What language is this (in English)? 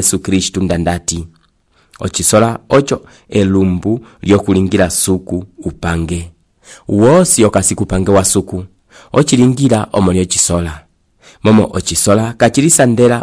Umbundu